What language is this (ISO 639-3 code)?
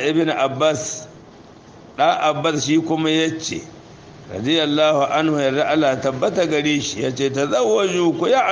hau